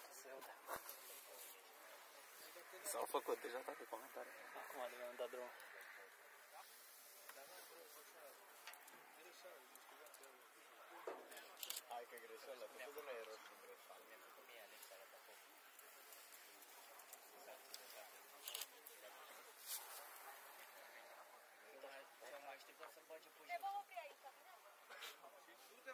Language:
Romanian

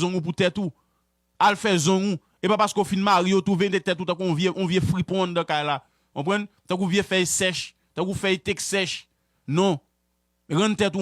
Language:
Haitian Creole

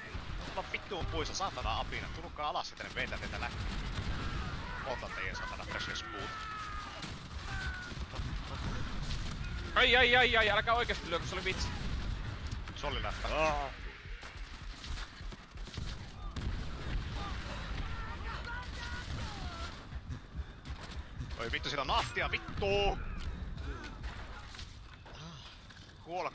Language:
Finnish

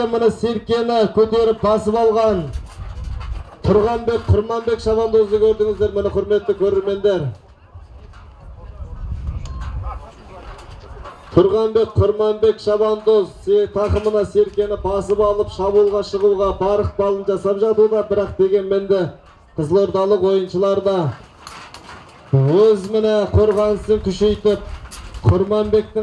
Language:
Kazakh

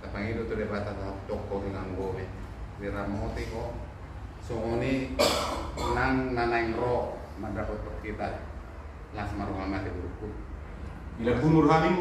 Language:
Batak Toba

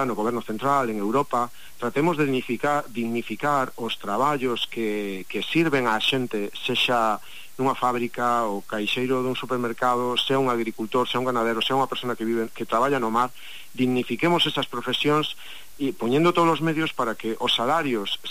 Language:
Galician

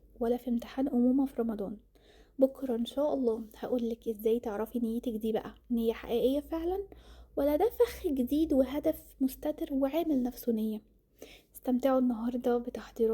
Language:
Egyptian Arabic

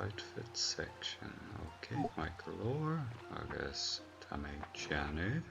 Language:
Irish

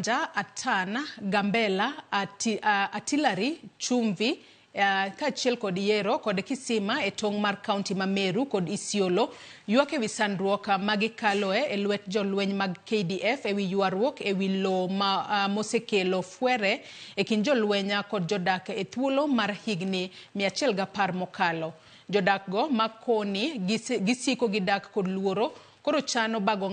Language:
Luo (Kenya and Tanzania)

